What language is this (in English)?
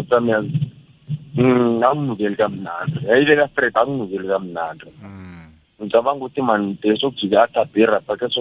South Ndebele